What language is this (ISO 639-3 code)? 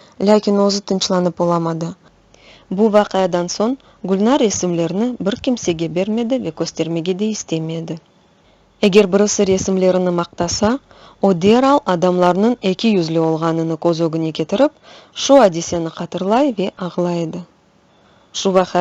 crh